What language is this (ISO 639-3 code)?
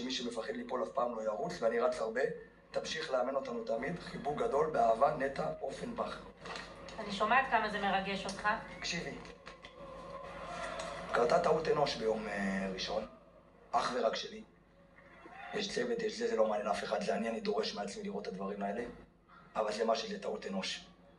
heb